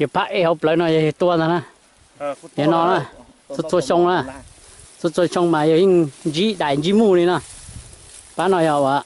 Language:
Hmong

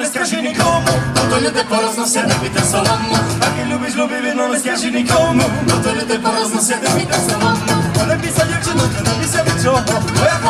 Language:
Rusyn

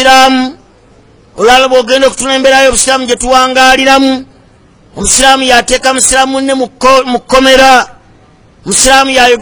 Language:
Ganda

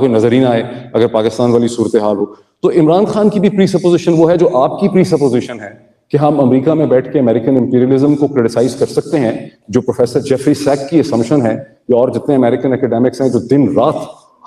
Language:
Urdu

